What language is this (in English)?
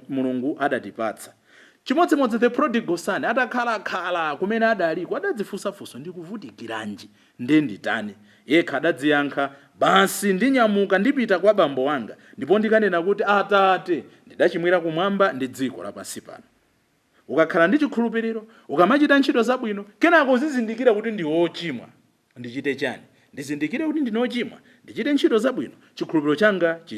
Nyanja